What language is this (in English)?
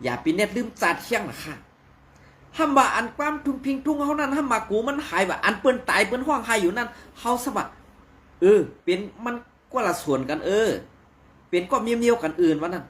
Shan